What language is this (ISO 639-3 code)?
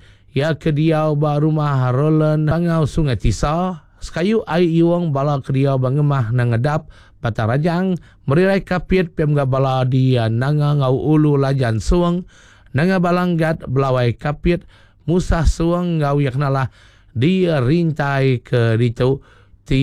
iba